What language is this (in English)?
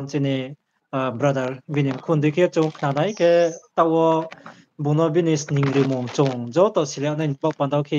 Riang (India)